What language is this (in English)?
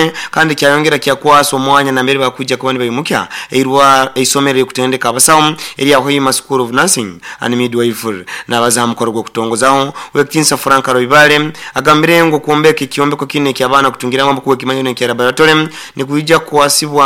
Nyoro